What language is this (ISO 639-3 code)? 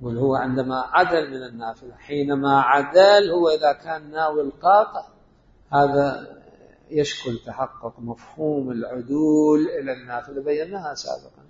acm